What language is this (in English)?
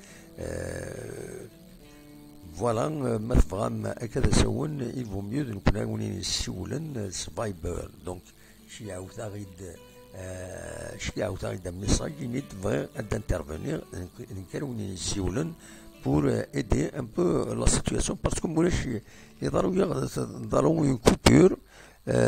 Kabyle